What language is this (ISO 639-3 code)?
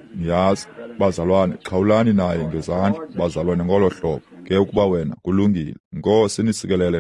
xho